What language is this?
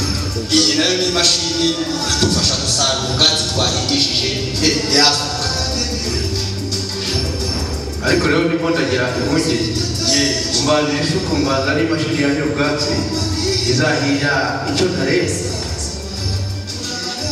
Kinyarwanda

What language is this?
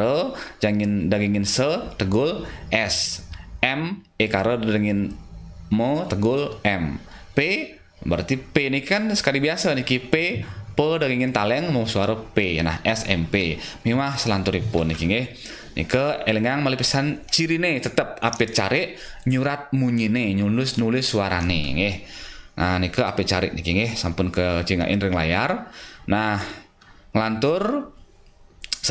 Balinese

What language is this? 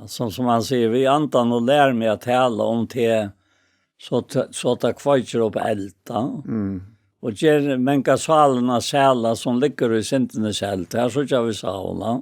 Faroese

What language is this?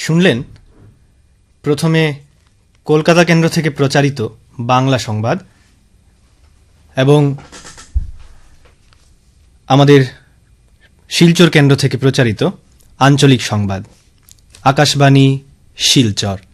Bangla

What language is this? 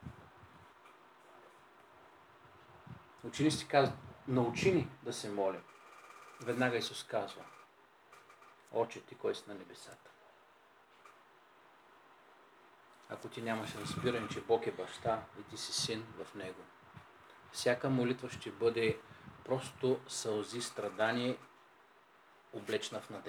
Bulgarian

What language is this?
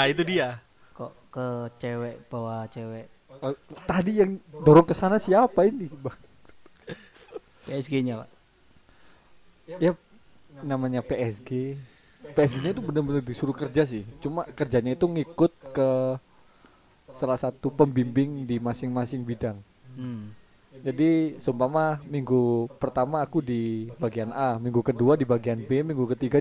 Indonesian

